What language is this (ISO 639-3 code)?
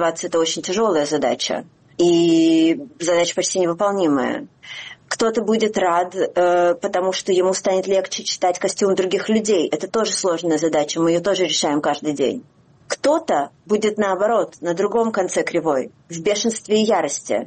rus